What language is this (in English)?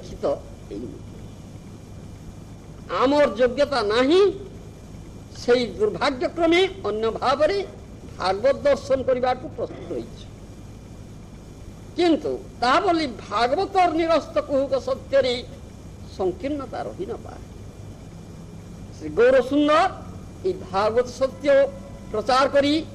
Odia